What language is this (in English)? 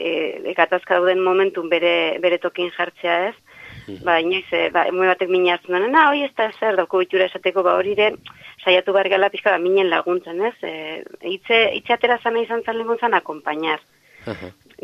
Basque